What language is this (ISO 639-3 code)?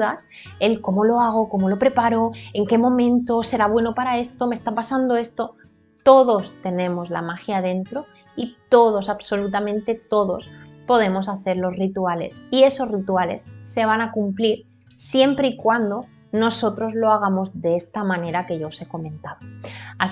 spa